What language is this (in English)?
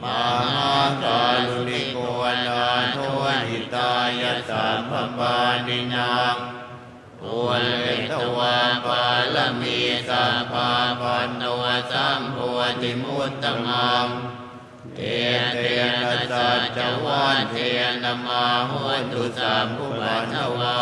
Pali